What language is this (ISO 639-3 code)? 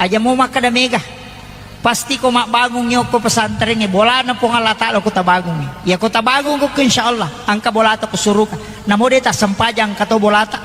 bug